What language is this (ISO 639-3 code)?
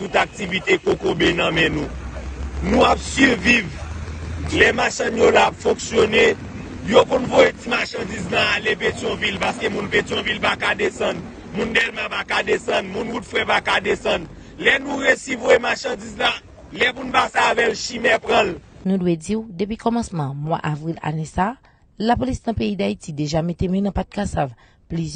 hat